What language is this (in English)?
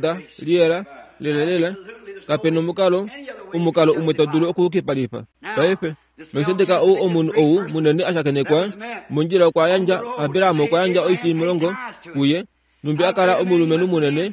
Kuanyama